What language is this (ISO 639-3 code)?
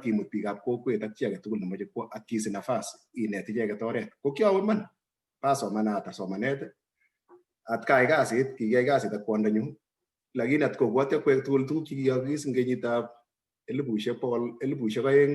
kln